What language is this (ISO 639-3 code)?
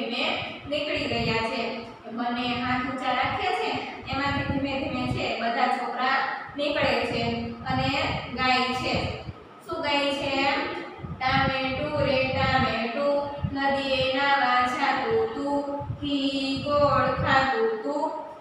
guj